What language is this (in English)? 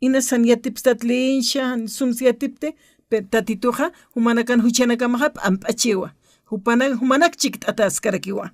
Aymara